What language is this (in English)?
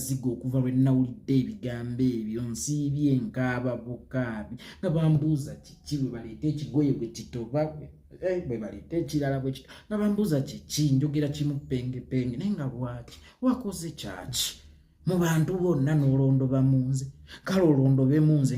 Ganda